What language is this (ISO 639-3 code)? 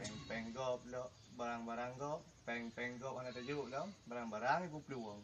ace